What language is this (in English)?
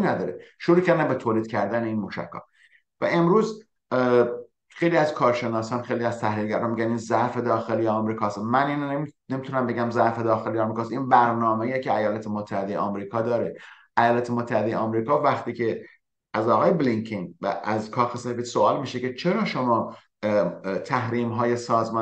Persian